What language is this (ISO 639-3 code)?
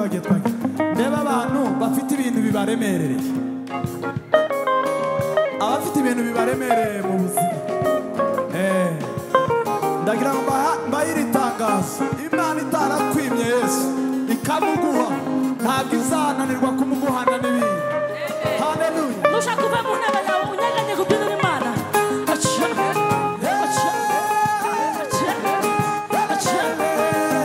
kin